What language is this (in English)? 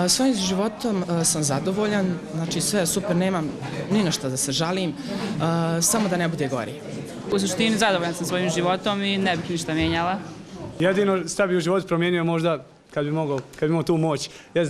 Bosnian